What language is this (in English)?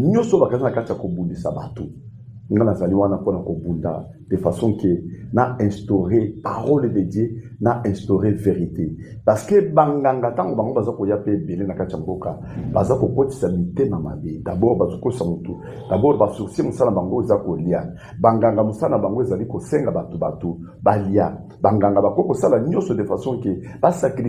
Lingala